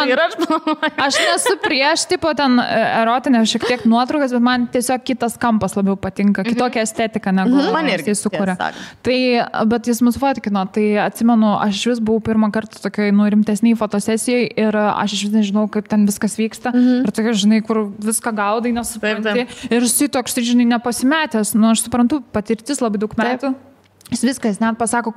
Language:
Lithuanian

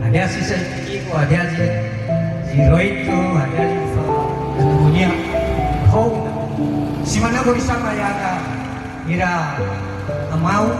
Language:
Nias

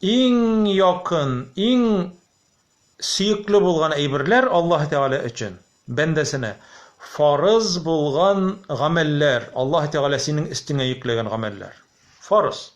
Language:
Tatar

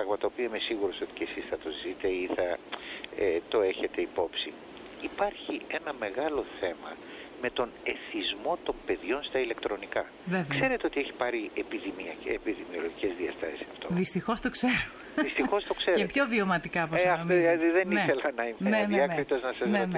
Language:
Greek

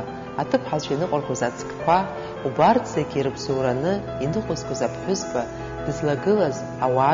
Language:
Abkhazian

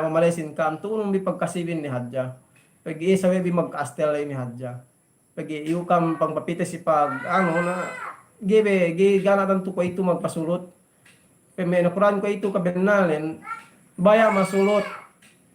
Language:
Yakan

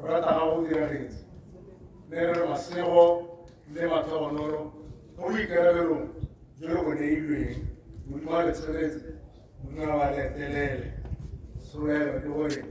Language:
Tswana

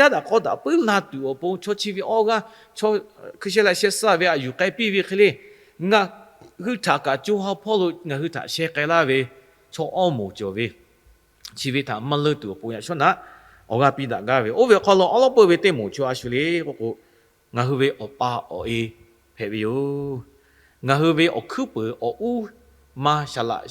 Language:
Lahu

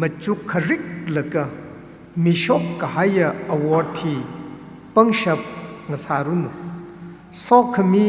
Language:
Tangkhul Naga (India)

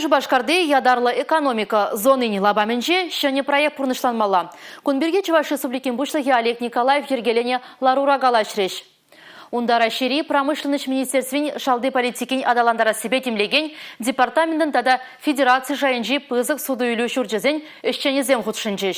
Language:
Chuvash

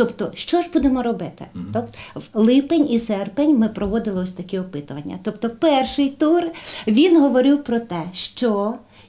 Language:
Ukrainian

